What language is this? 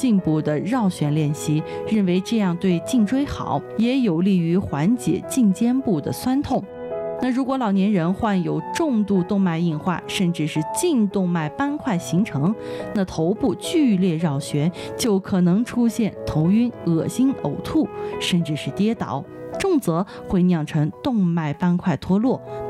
Chinese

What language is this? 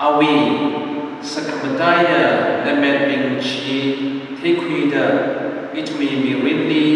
Tangkhul Naga (India)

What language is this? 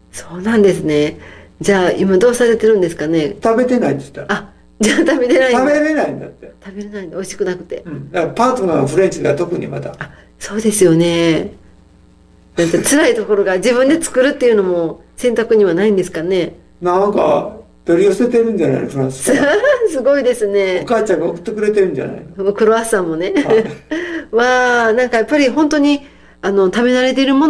Japanese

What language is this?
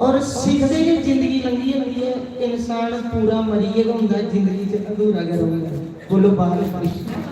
Dogri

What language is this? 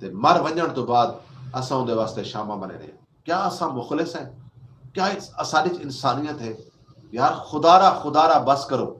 Saraiki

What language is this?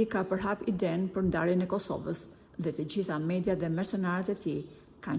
Albanian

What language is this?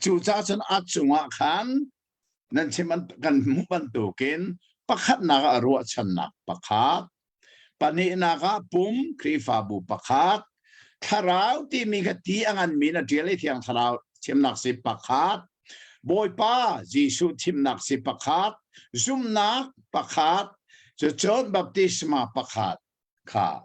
Hakha Chin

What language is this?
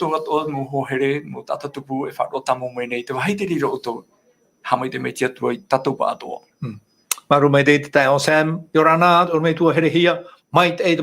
Tahitian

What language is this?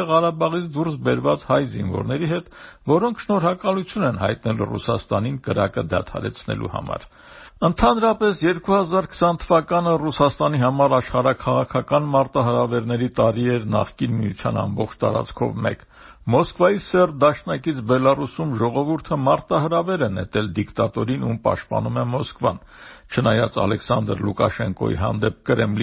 Armenian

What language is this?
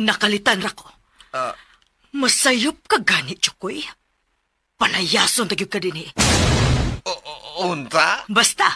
Cebuano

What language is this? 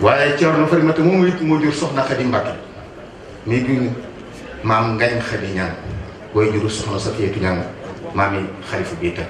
Wolof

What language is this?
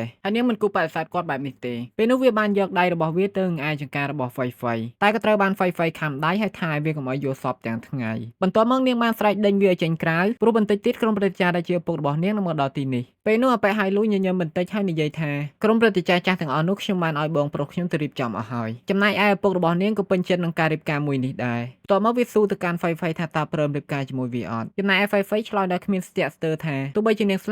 Khmer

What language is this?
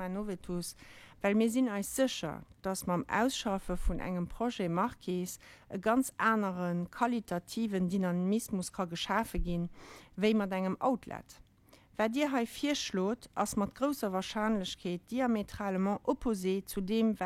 Luxembourgish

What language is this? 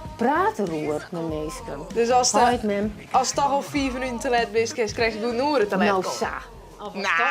Western Frisian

